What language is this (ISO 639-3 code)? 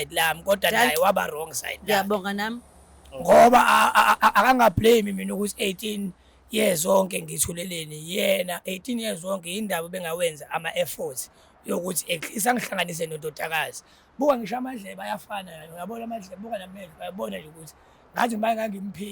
zul